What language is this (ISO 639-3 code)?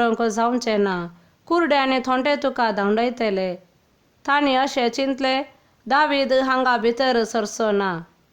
kok